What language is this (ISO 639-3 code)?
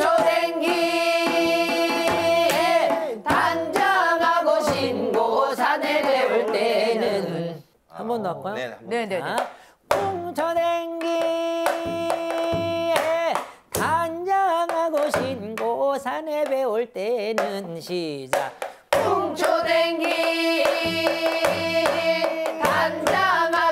kor